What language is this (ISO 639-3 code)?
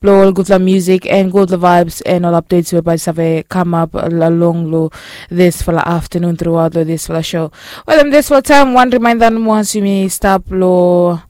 bis